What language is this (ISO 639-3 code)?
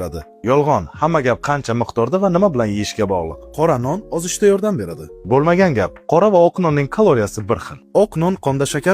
uzb